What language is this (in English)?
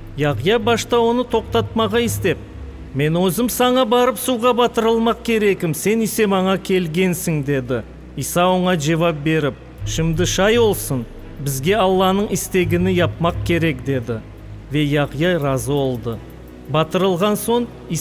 Crimean Tatar